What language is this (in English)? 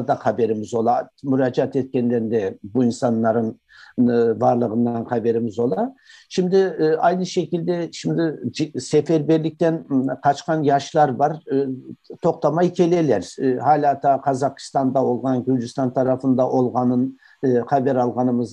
Crimean Tatar